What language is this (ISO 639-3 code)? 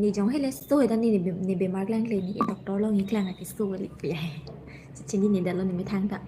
mjw